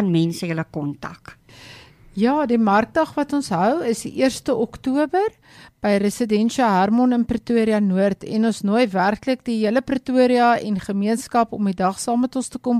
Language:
Afrikaans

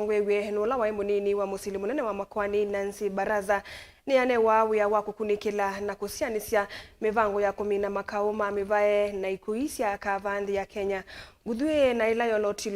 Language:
Kamba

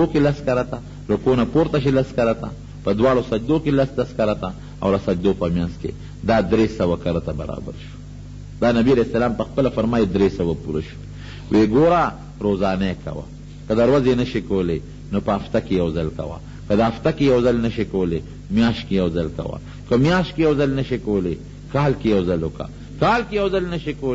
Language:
Pashto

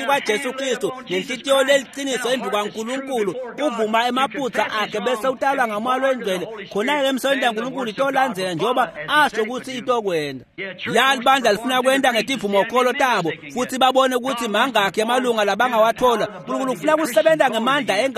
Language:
Swati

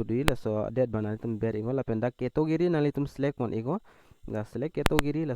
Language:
Karbi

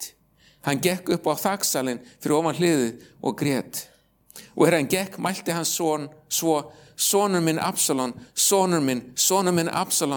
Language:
Icelandic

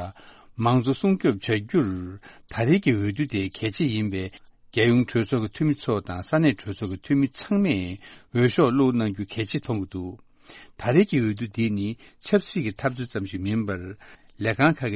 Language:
Tibetan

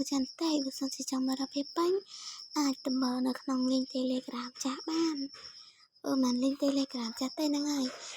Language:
Khmer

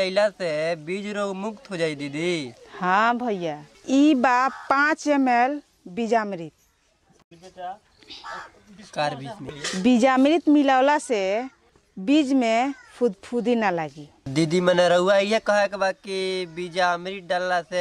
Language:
Bhojpuri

